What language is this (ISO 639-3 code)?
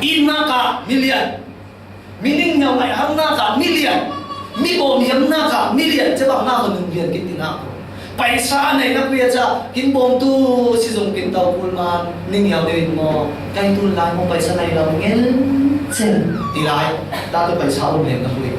cfm